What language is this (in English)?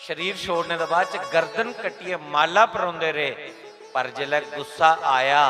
Dogri